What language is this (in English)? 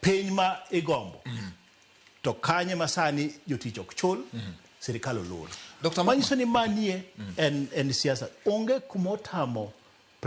Luo (Kenya and Tanzania)